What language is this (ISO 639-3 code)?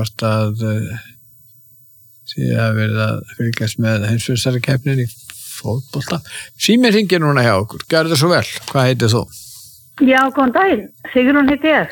isl